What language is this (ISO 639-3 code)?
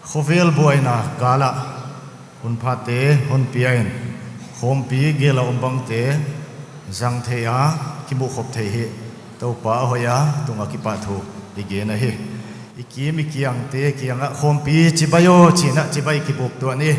pck